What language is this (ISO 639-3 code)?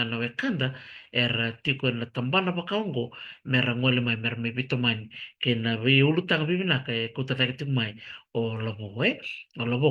fij